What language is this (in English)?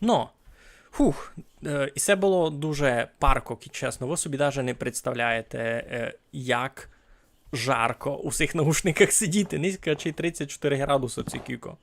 Rusyn